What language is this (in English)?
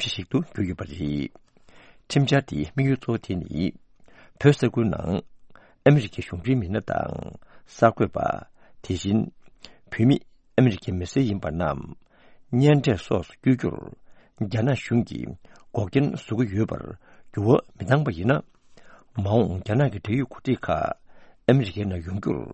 Tibetan